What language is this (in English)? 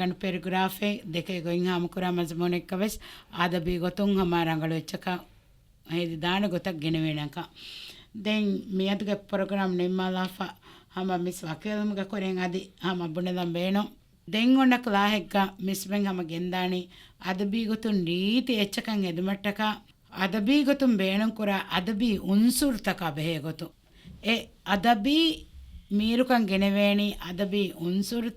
Divehi